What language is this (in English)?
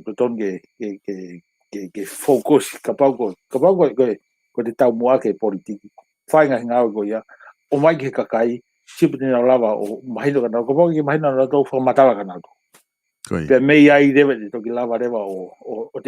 Tongan